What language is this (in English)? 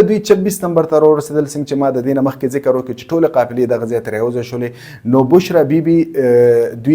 Pashto